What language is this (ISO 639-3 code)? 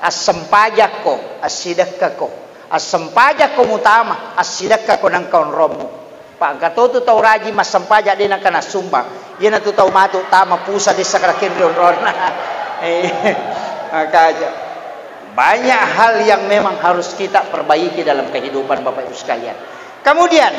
bug